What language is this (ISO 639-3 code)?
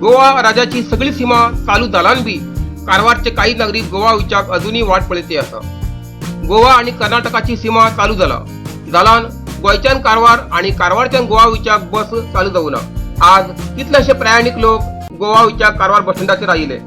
kok